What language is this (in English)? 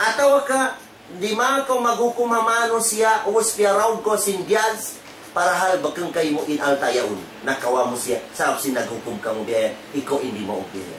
Tausug